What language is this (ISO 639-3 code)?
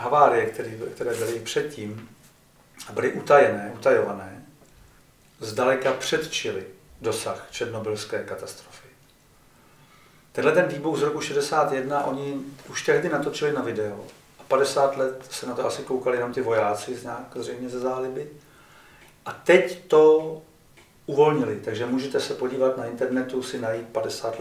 ces